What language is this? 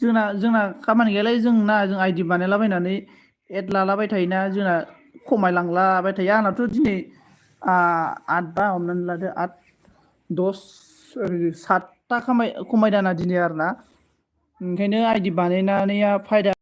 Bodo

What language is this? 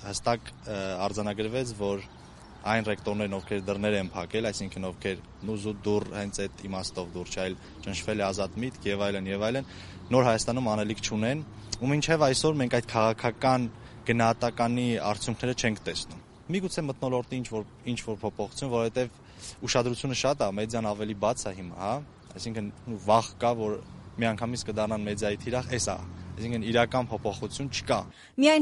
Armenian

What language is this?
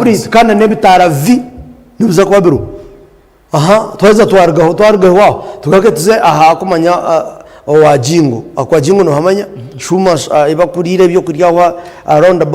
Nyankole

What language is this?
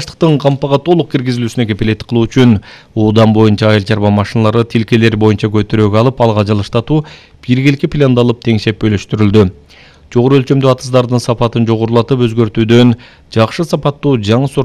Kyrgyz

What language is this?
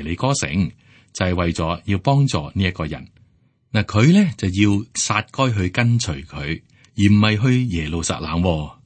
Cantonese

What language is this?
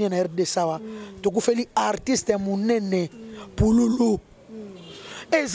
Lingala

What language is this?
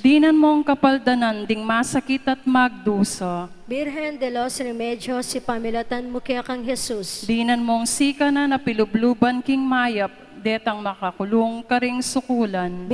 Pampanga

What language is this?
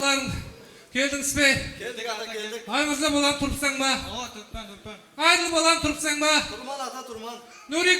Kara-Kalpak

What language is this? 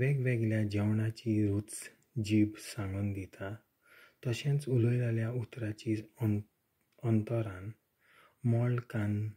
Konkani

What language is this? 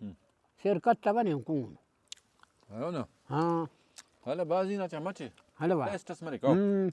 Brahui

